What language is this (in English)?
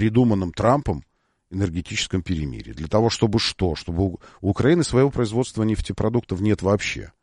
Russian